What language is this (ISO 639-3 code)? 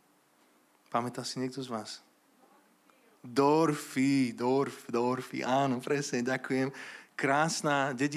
slk